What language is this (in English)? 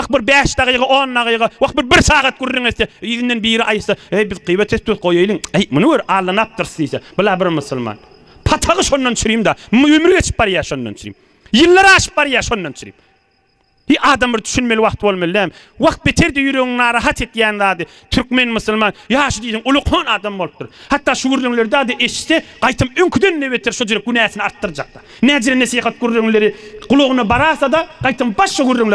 Turkmen